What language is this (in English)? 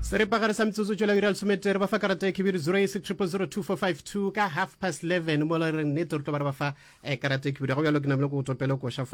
Northern Sotho